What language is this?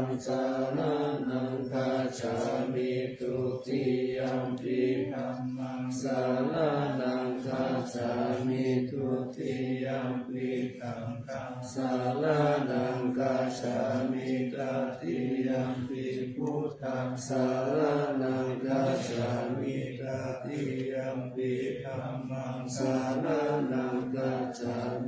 Pali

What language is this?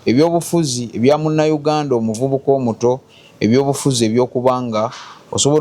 Ganda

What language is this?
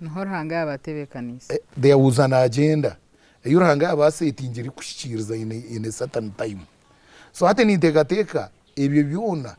Nyankole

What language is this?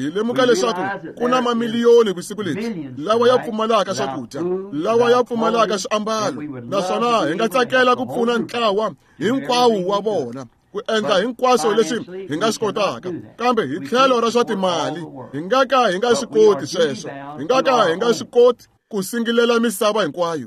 Tsonga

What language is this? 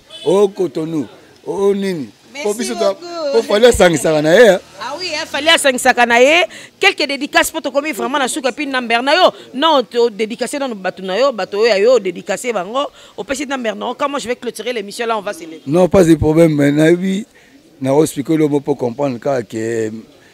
Lingala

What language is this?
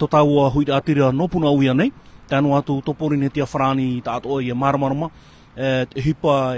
Tahitian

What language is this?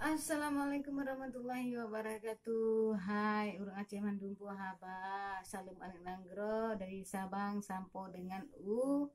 Achinese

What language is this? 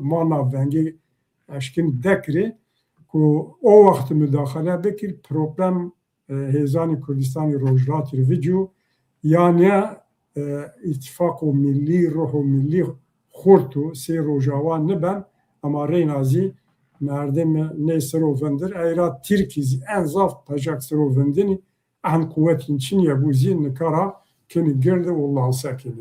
Zaza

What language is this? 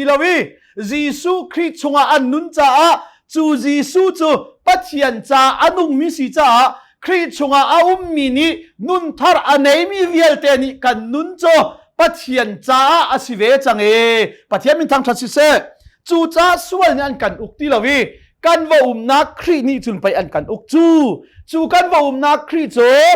Hakha Chin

